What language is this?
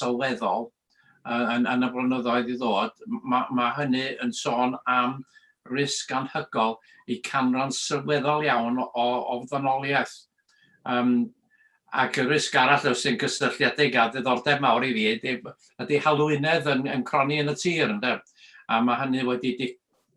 Welsh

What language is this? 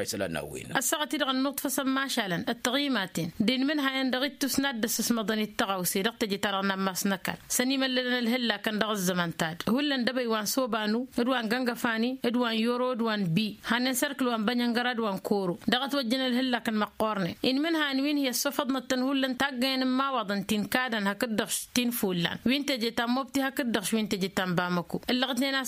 Tamasheq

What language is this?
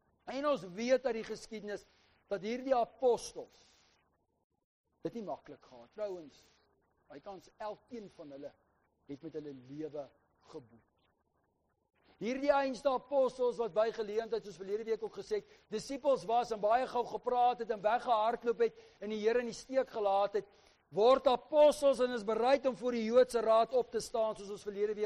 Afrikaans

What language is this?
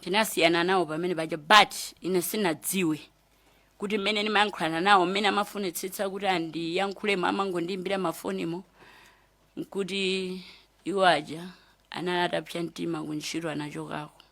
Nyanja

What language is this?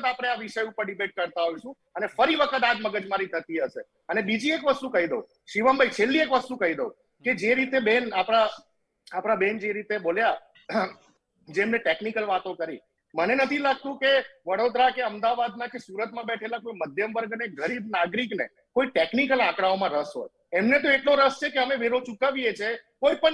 Gujarati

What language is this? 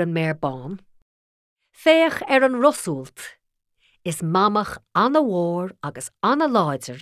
Irish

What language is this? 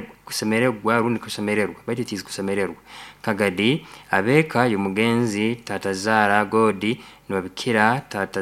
Nyoro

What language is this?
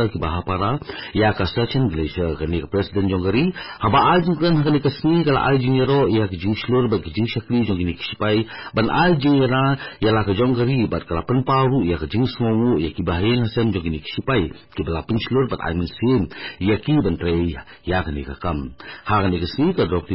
Khasi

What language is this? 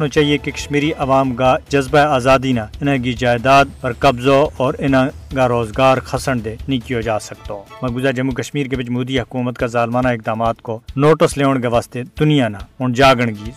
Gujari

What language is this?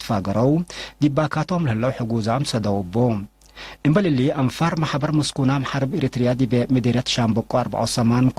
Tigre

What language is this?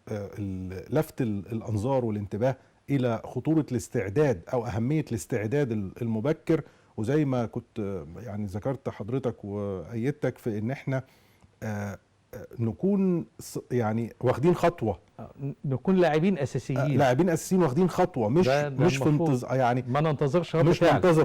Egyptian Arabic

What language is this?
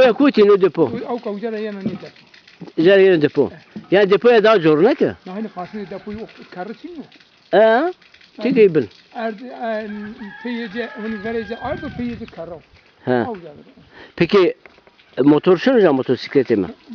Zaza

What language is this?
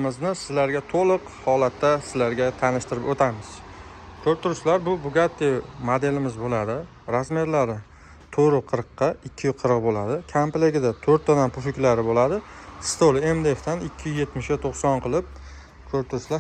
Uzbek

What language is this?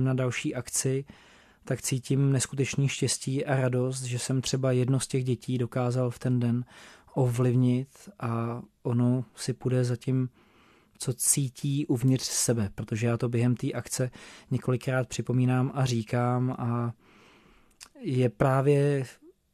Czech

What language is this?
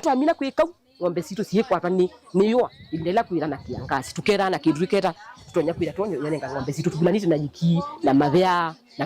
Kamba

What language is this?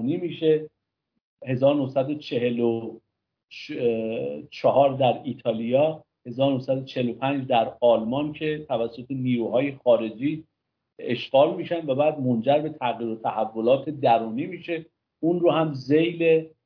Persian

